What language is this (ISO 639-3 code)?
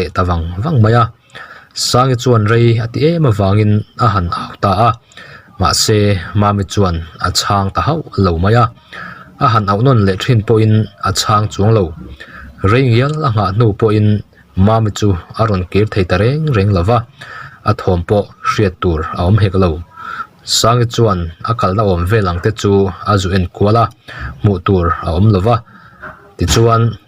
lus